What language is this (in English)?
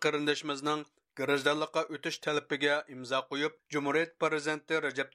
Uyghur